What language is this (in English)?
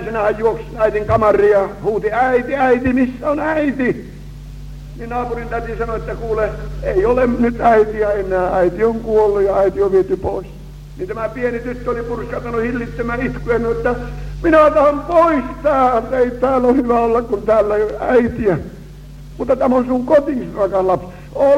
Finnish